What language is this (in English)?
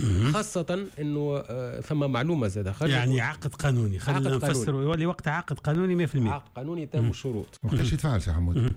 Tunisian Arabic